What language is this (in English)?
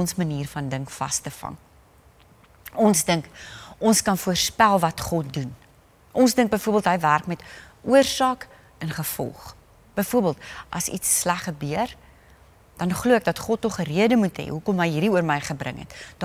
Afrikaans